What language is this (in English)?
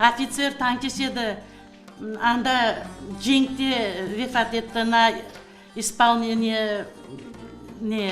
Crimean Tatar